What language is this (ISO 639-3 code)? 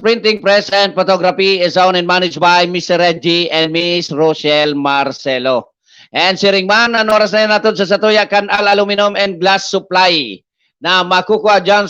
bik